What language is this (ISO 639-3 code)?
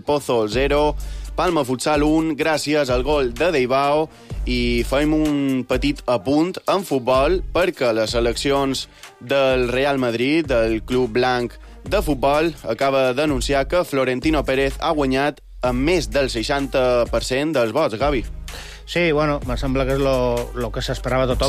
cat